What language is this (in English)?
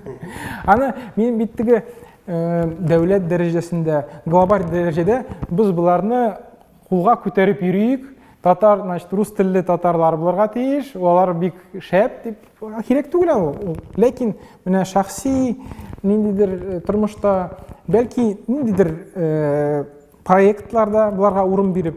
Tatar